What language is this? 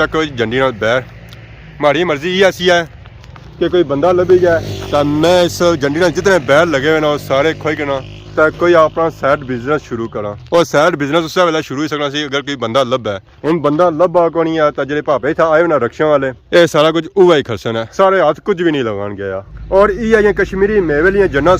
Pahari-Potwari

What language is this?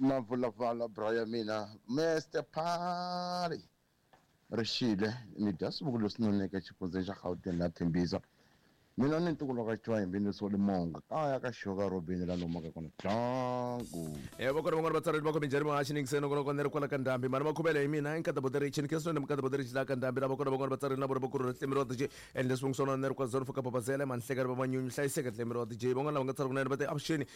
Tsonga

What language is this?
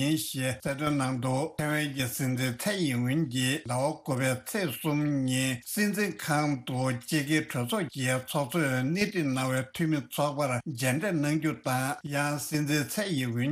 Tibetan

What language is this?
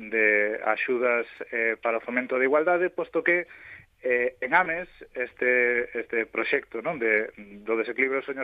Galician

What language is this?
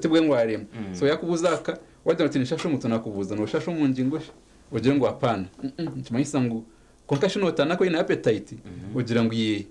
Nyankole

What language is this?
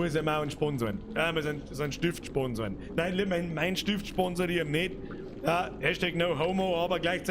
Bavarian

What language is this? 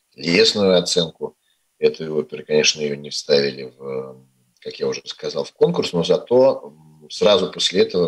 Russian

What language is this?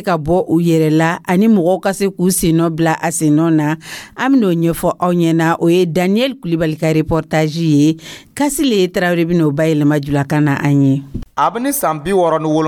Dyula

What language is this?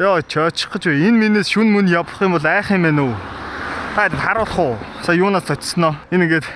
Mongolian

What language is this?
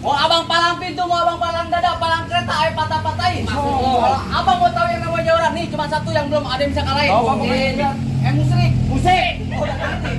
Betawi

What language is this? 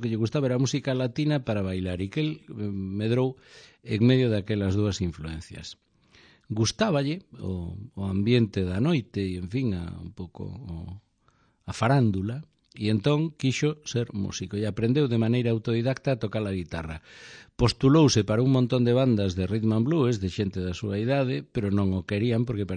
Galician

